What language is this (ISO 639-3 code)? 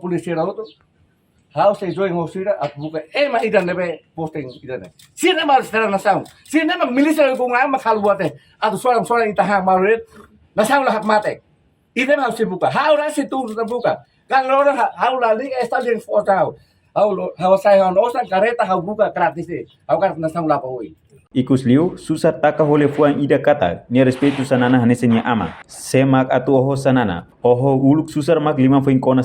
tet